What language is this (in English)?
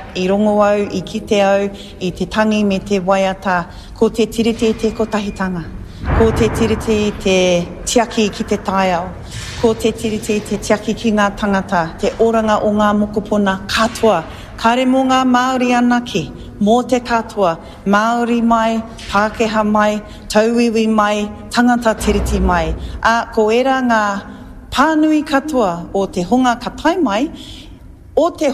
Māori